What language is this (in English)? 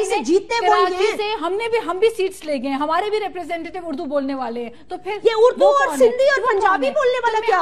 Urdu